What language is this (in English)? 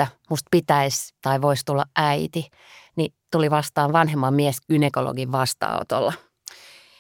Finnish